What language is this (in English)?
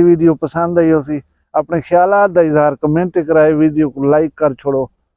Saraiki